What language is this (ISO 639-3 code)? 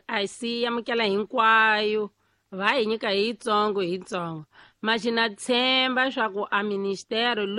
tso